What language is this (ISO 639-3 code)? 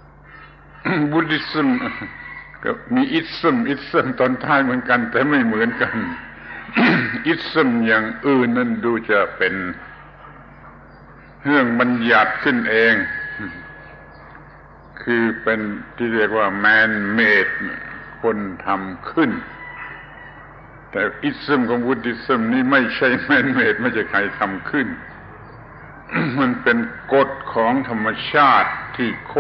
tha